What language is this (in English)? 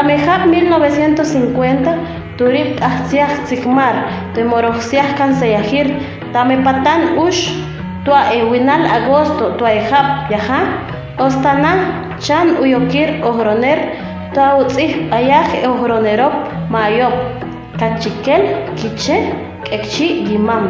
Chortí